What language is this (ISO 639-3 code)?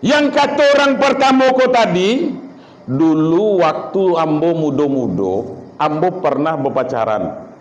min